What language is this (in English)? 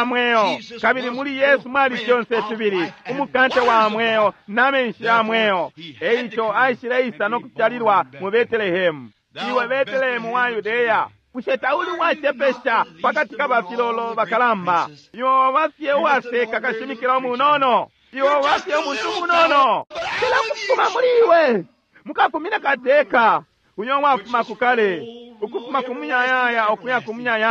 Bemba